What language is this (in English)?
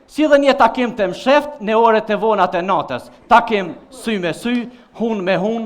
Albanian